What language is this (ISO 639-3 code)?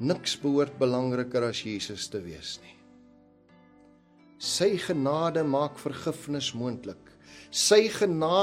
afr